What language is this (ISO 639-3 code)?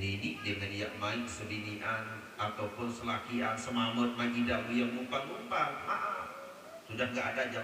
sas